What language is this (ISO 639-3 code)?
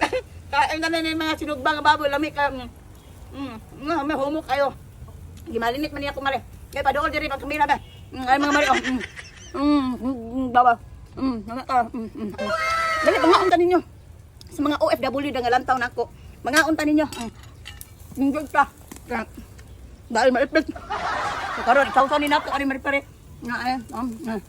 ceb